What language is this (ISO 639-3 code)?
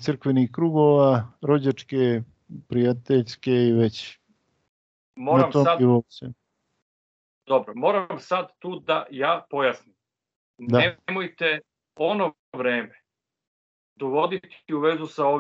srp